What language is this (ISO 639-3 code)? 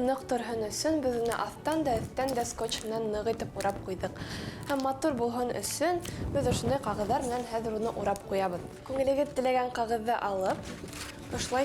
bak